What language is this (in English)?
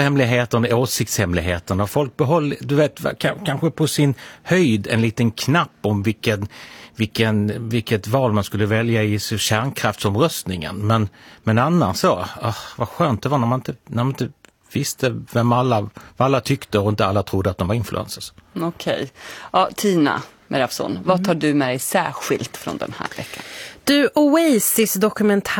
Swedish